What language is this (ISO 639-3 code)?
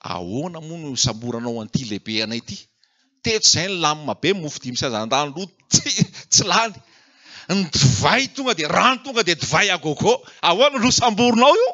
mlg